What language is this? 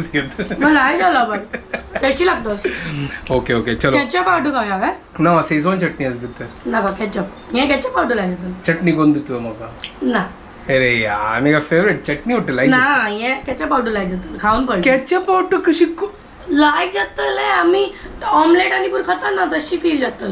Konkani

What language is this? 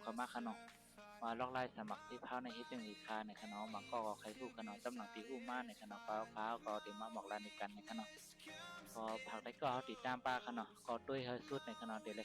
Shan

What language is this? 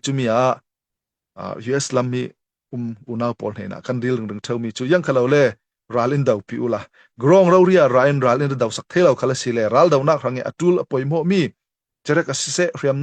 Falam Chin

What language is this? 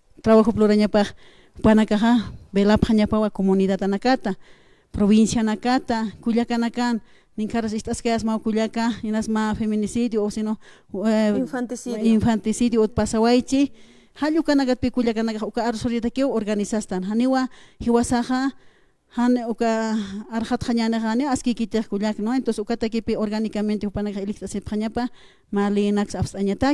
Aymara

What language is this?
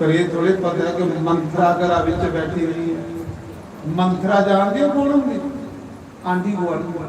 Dogri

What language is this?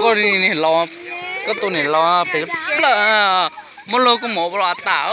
Hmong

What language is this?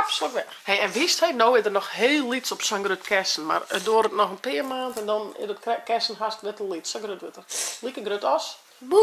Western Frisian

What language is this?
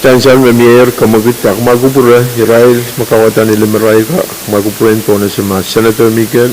Pohnpeian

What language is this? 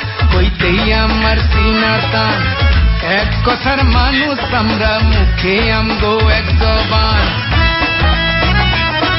Bangla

